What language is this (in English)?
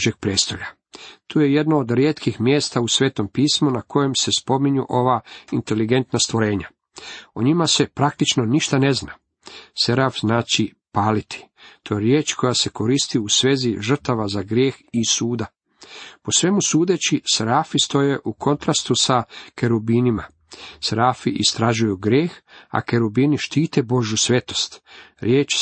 Croatian